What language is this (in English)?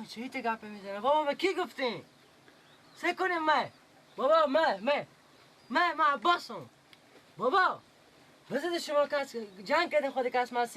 Persian